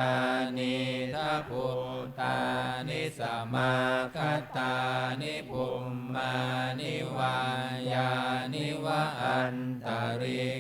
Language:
Pali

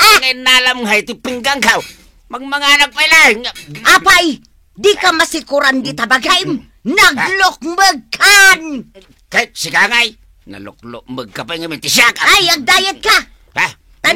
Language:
Iloko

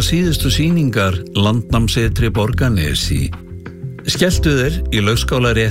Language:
Icelandic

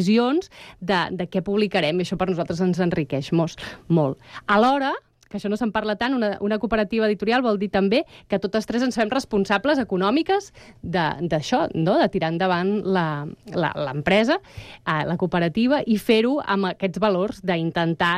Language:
Catalan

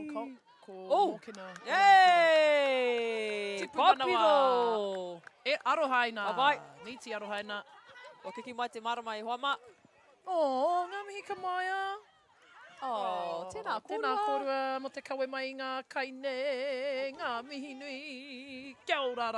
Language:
Māori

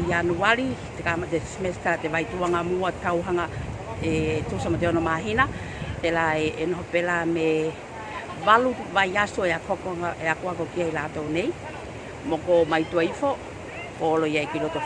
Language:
Tuvalu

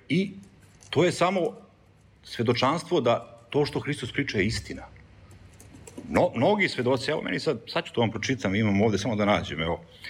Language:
Serbian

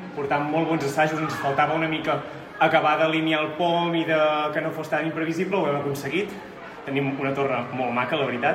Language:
Catalan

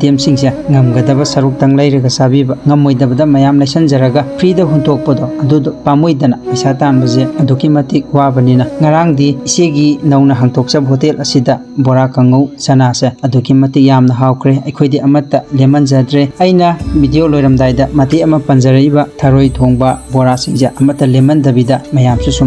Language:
Manipuri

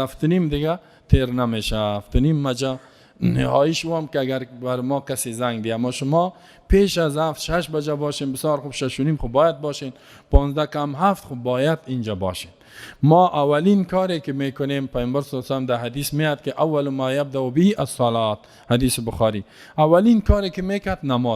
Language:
Persian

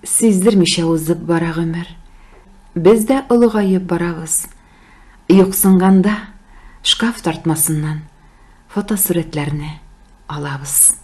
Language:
Tatar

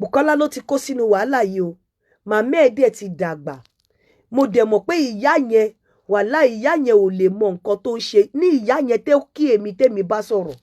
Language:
Yoruba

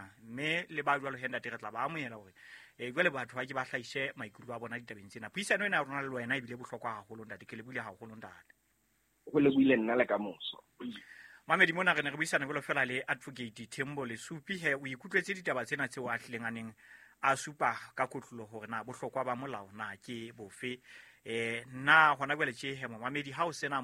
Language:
Southern Sotho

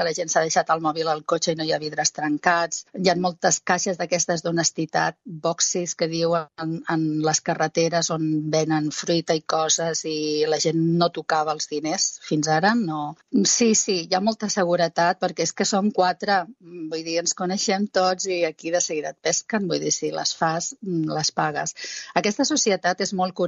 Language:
Catalan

